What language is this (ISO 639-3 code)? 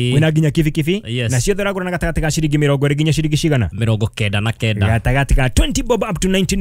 kik